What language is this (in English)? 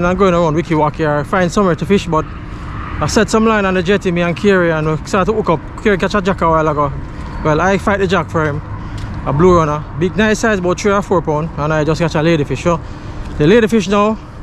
Jamaican Creole English